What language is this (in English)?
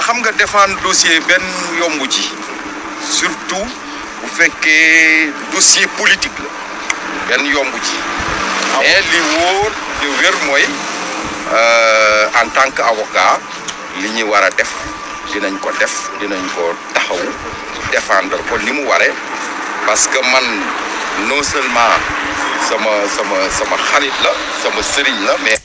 Wolof